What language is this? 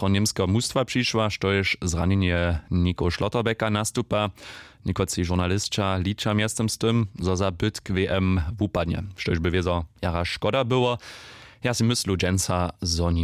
Upper Sorbian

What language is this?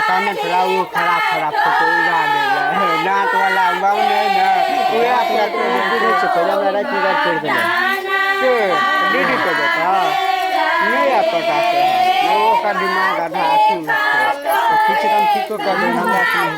Maithili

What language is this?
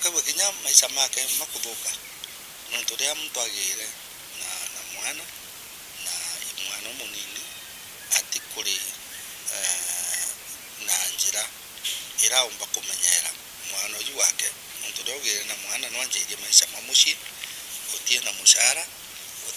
Meru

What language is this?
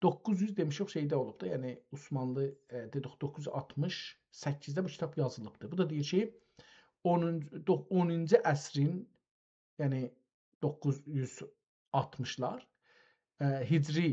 South Azerbaijani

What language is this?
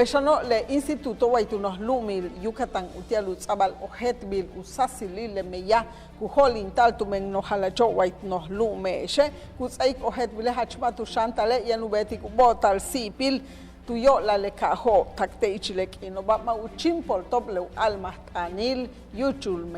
Yucateco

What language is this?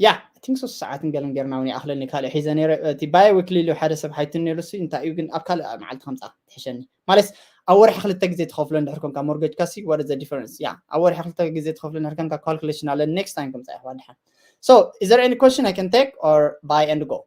Tigrinya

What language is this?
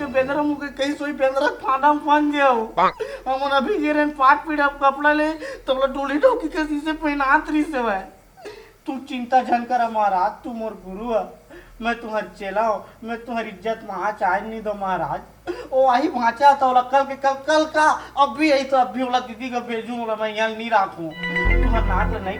Chhattisgarhi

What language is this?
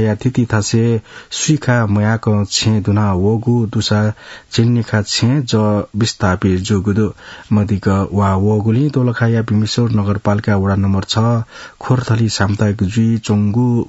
Newari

